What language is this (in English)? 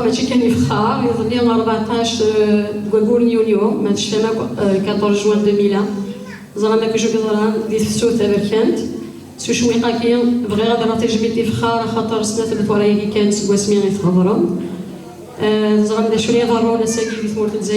Kabyle